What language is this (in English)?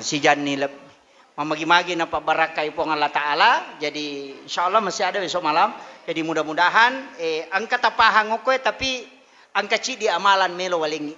Buginese